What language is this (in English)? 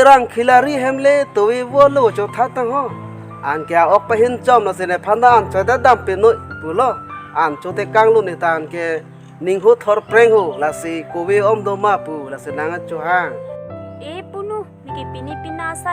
Karbi